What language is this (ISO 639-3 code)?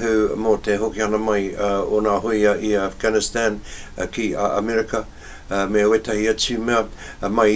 mri